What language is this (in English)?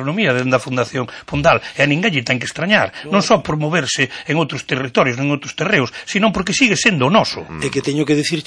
Galician